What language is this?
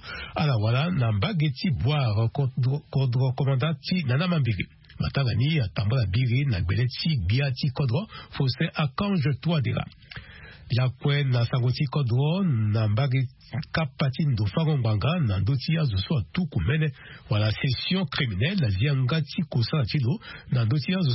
Sango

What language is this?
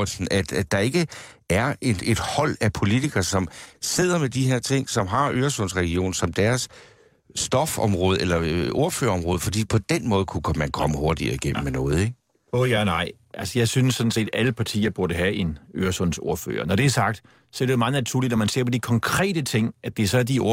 Danish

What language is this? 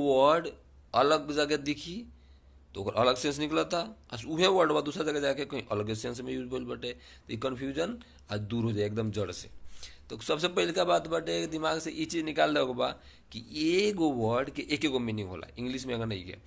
Bhojpuri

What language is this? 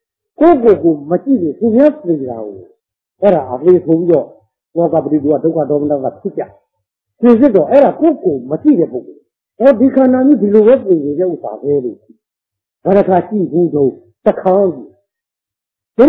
Burmese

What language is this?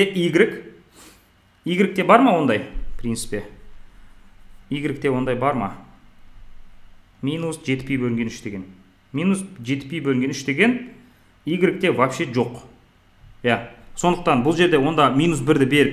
Kazakh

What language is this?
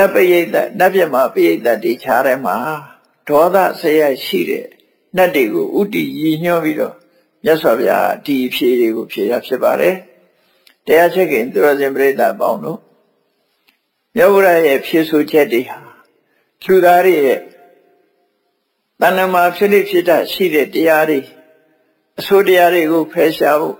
Burmese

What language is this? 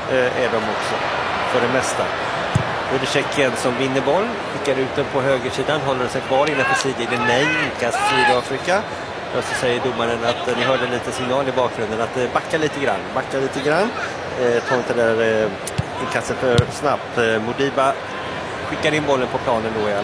Swedish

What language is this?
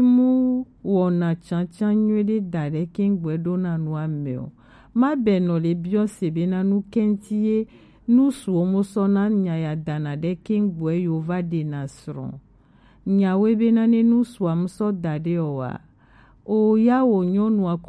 Gen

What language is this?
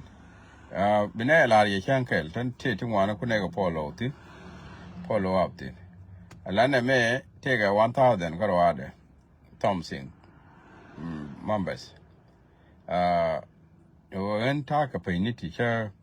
Nuer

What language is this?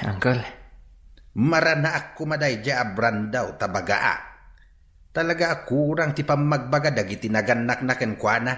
Iloko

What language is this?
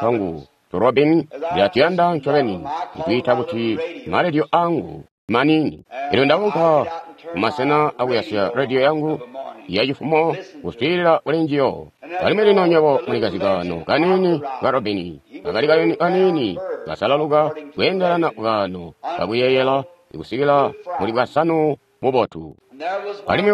Tonga (Zambia)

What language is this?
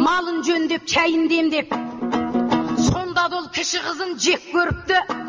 Kazakh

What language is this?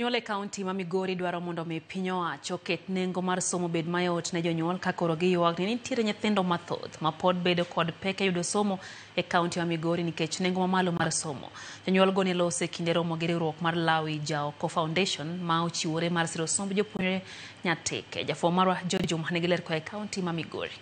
Luo (Kenya and Tanzania)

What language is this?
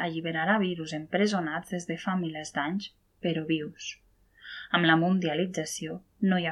Catalan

